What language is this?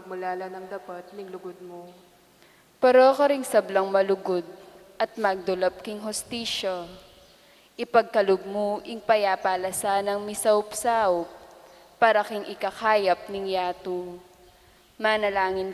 Pampanga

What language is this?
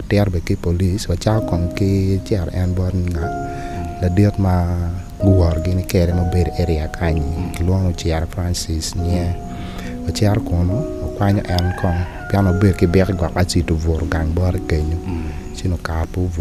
Acoli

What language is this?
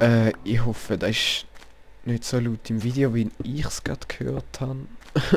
Swiss German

